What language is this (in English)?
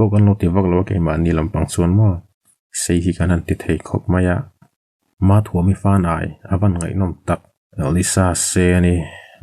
Mizo